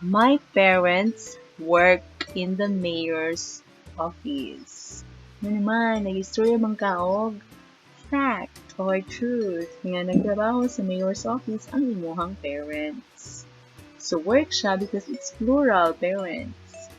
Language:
Cebuano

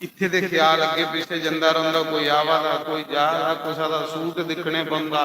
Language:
Dogri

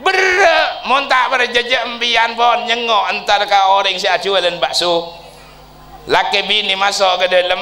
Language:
Madurese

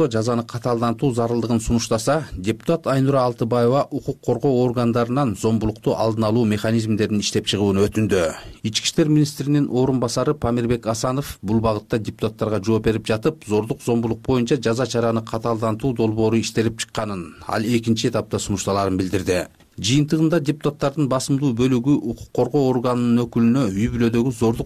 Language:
Kyrgyz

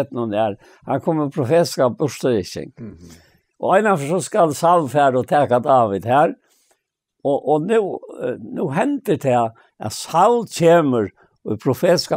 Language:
Faroese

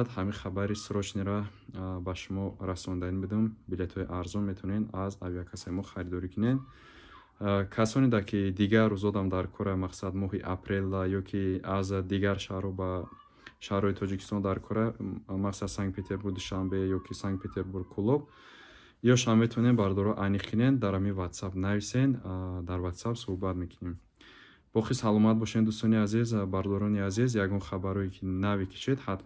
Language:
Tajik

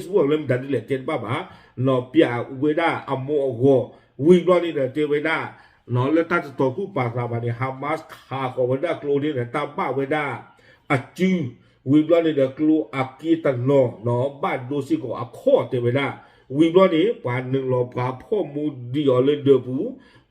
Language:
S'gaw Karen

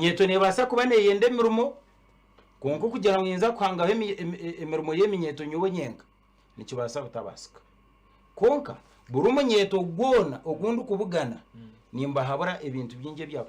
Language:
Nyankole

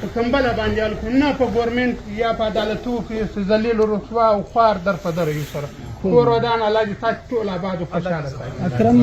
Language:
Pashto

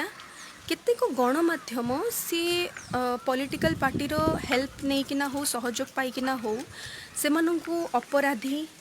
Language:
Odia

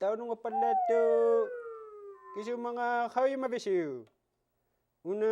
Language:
Inuktitut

